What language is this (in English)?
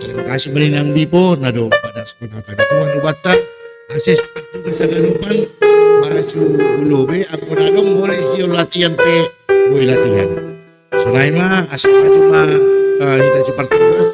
Batak Simalungun